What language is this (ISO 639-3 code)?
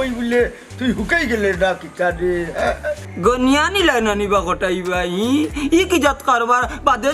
syl